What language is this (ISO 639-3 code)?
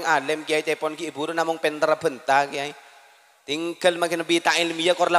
mad